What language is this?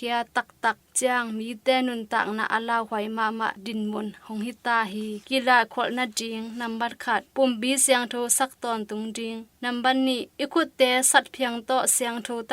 Tedim Chin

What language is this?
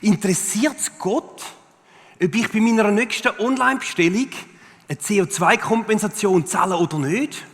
Swiss German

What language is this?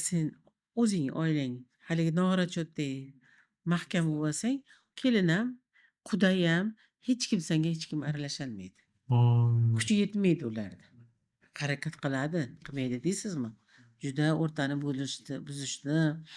Uzbek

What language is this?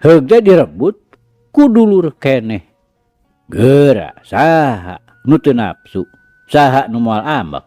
Sundanese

